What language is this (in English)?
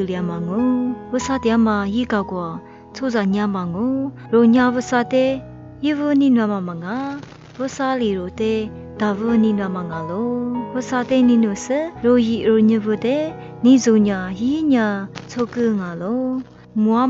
Lisu